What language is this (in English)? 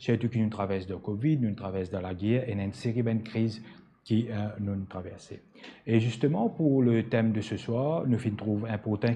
Morisyen